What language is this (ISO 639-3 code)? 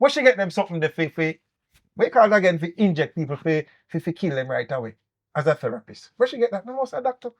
jam